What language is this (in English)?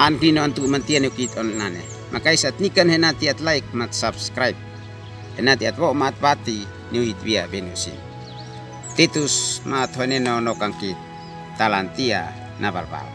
Uab Meto